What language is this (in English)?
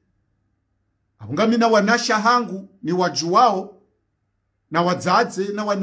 Swahili